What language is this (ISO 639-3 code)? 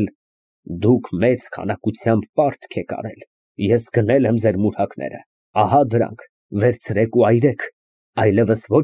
hye